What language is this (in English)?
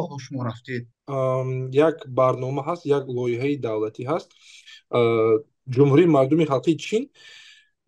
Tajik